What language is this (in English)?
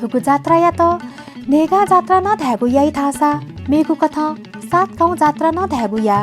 Newari